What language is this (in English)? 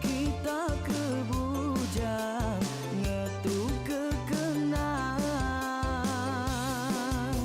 Iban